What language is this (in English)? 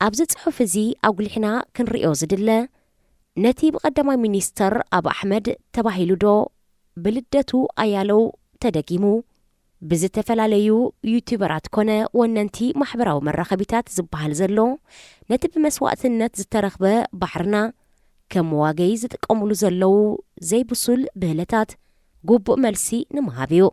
Tigrinya